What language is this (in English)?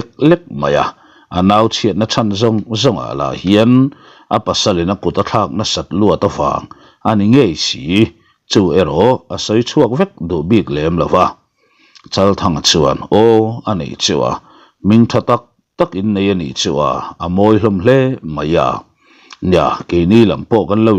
Mizo